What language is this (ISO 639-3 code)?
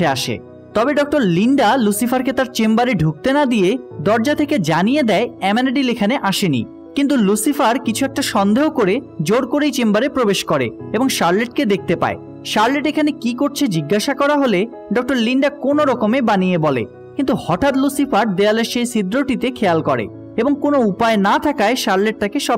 ben